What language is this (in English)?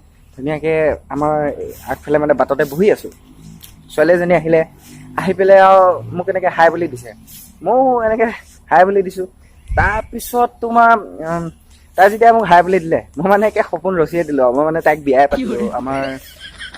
Assamese